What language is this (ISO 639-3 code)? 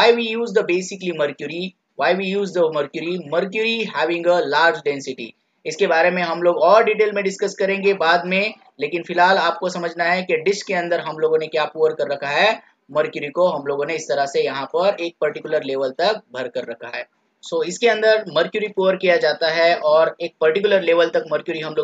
hin